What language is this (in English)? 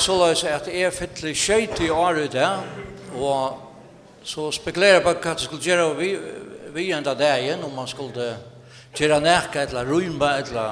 Faroese